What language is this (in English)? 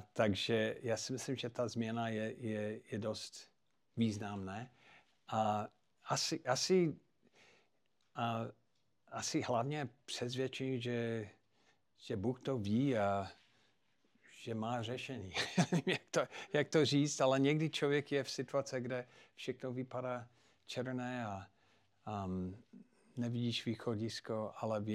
Czech